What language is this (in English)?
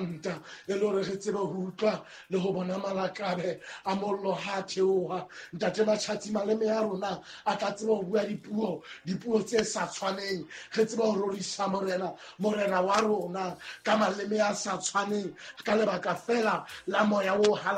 Southern Sotho